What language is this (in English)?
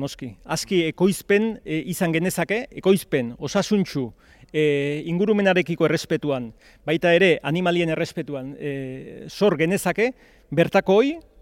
Basque